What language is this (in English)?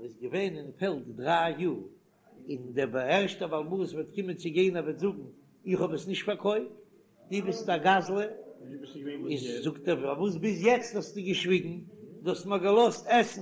Yiddish